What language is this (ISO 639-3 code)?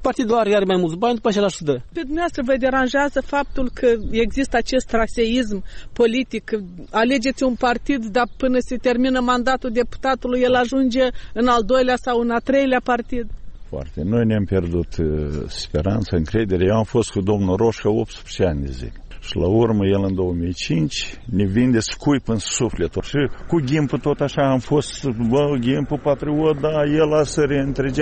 ron